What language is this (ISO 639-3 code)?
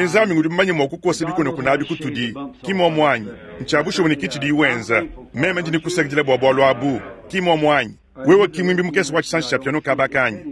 lua